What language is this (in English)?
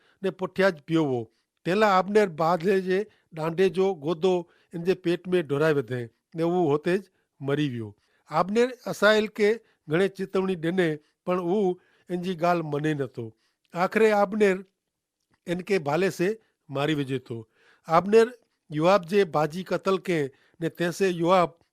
Kachhi